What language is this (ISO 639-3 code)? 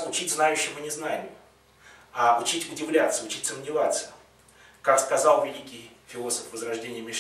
rus